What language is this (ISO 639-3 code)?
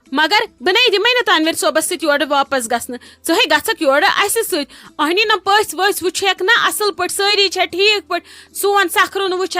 kas